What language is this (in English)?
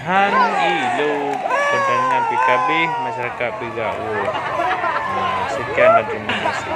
Achinese